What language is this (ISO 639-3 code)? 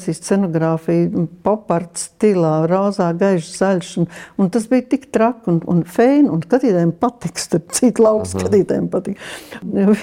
lav